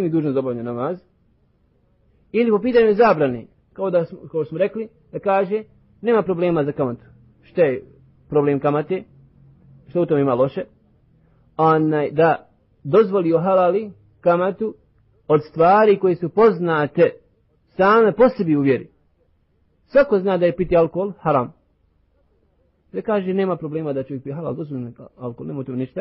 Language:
Bosnian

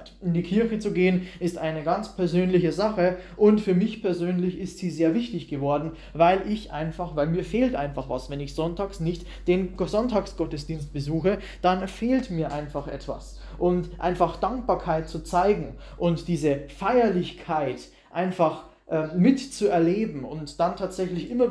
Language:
German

